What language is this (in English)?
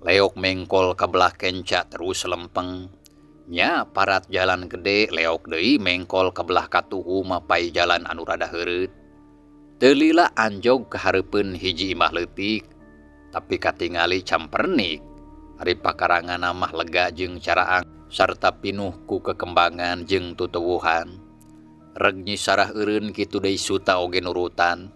Sundanese